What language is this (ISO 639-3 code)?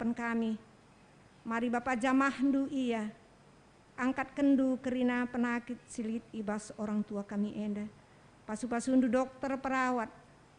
btx